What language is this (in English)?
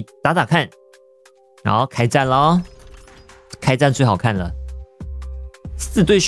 Chinese